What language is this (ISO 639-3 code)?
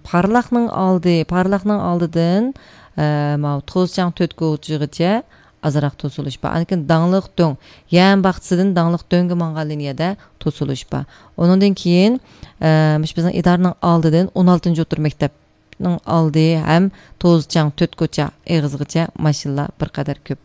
uig